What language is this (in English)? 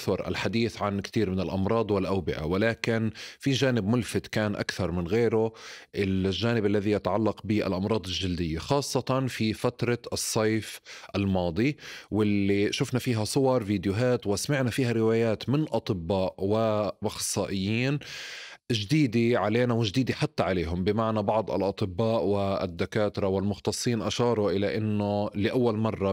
North Levantine Arabic